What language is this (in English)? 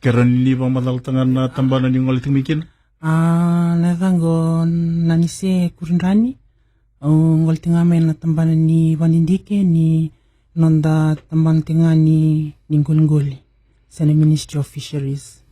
Fijian